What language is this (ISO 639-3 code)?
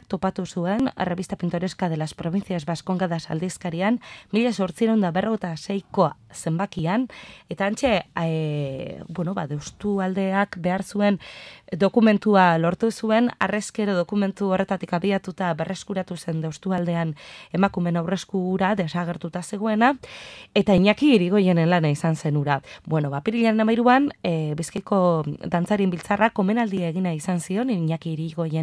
eus